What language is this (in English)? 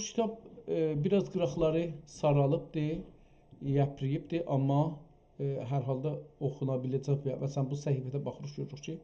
South Azerbaijani